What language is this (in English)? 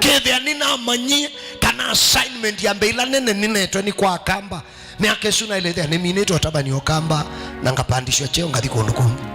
Kamba